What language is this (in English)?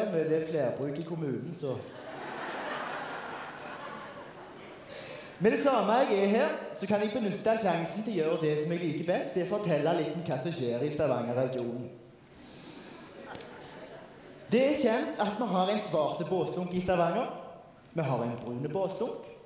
Norwegian